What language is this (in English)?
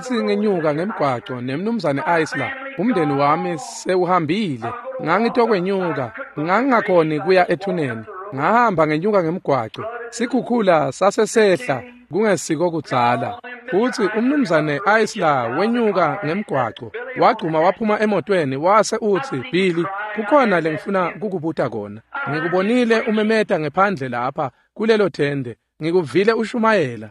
Swati